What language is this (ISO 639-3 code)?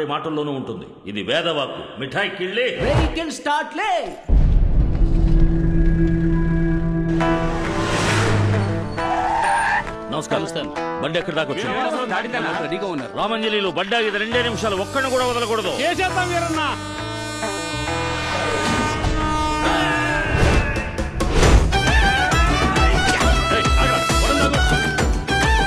tel